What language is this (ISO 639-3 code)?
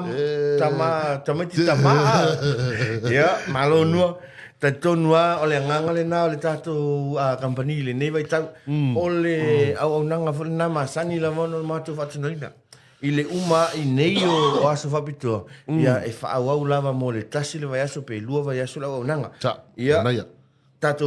smo